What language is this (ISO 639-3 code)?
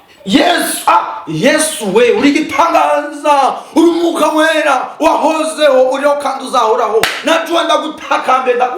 kin